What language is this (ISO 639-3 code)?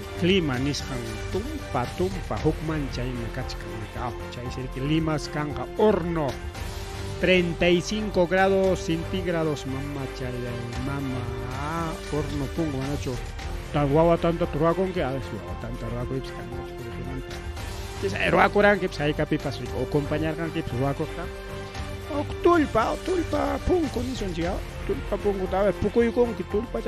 quy